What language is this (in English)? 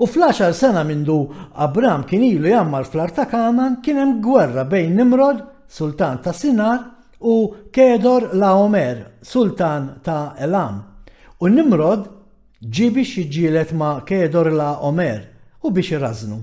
Maltese